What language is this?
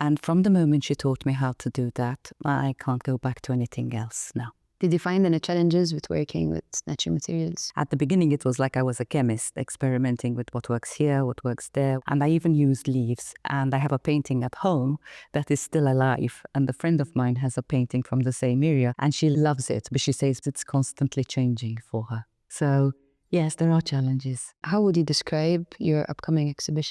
English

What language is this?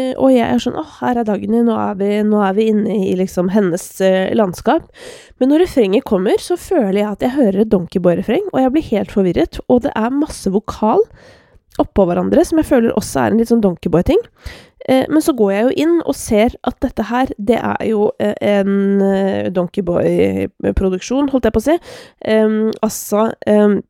Norwegian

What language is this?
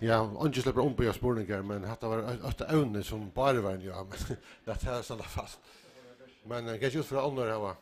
Faroese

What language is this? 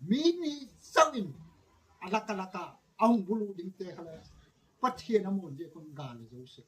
Gangte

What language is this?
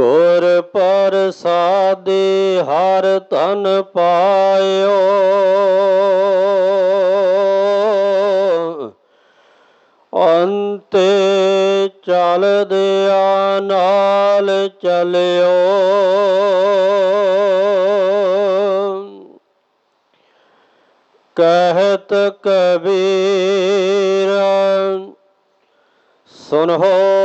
Punjabi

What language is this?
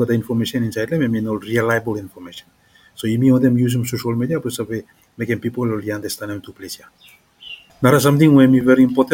Bislama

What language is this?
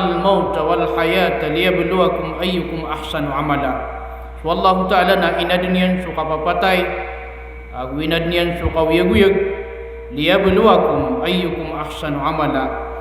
Maranao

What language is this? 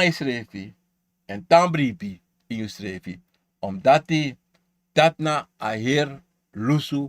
Sranan Tongo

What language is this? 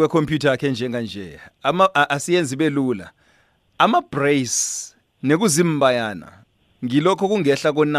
South Ndebele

